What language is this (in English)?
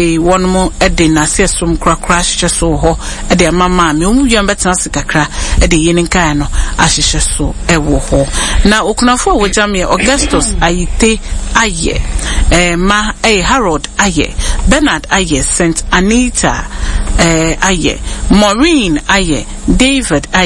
Akan